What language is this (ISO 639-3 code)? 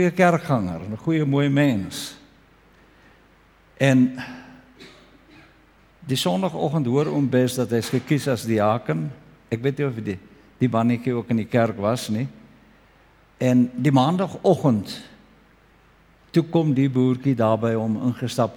afr